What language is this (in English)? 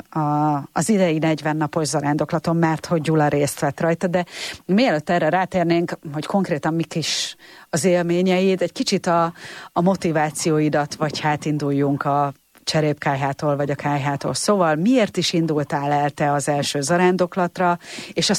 Hungarian